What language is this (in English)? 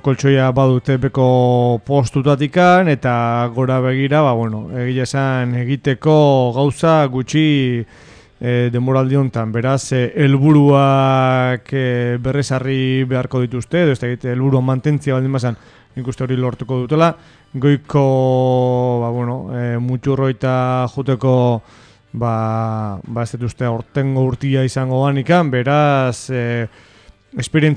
Basque